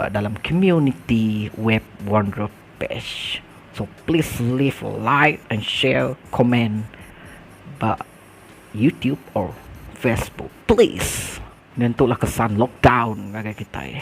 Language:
Iban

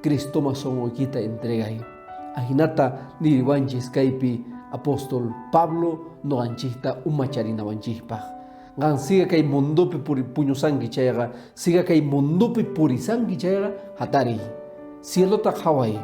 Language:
Quechua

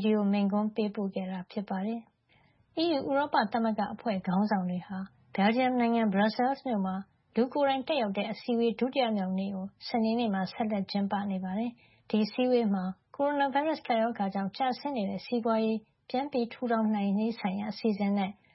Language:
Burmese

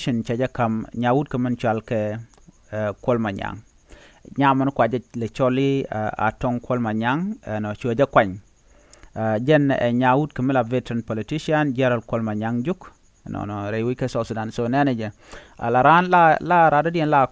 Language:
Nuer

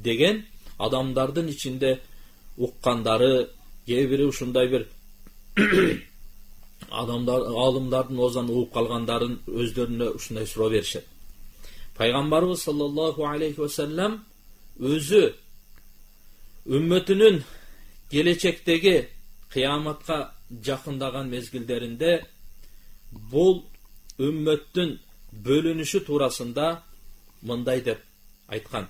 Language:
Kyrgyz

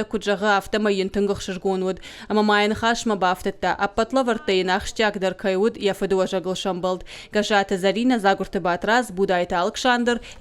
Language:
Ossetic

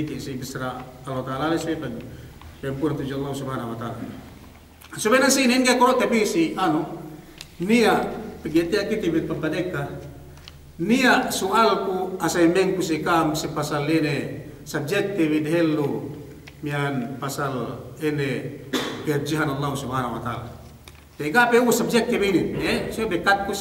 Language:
Yakan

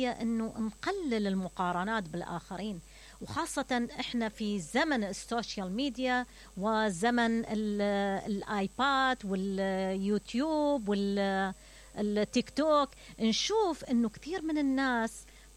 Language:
Mesopotamian Arabic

